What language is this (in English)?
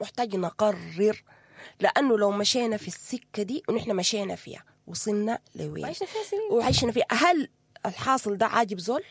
Sudanese Arabic